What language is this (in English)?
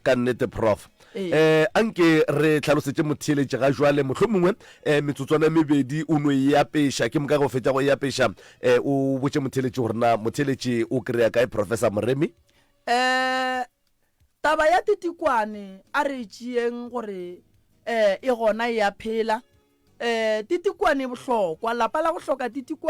Northern Sotho